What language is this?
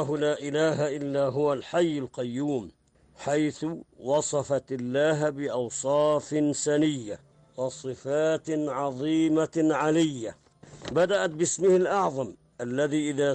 Arabic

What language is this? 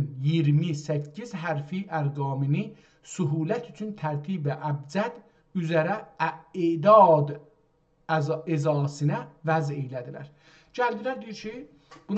South Azerbaijani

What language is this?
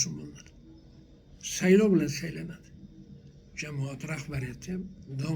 Uzbek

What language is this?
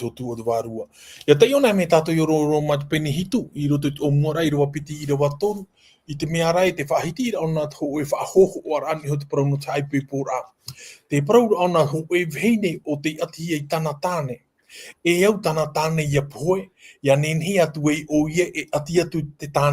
Tahitian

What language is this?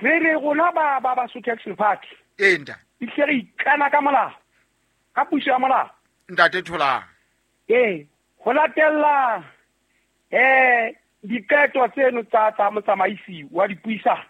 Southern Sotho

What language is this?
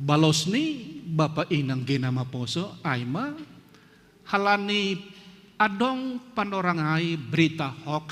Batak Simalungun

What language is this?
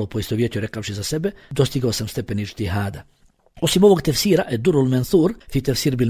Bosnian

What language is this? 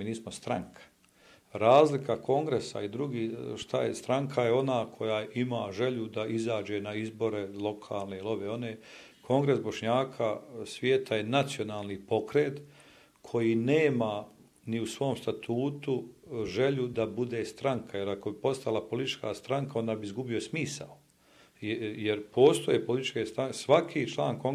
Bosnian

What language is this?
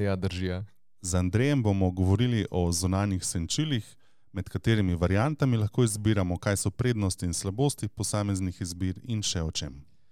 Slovenian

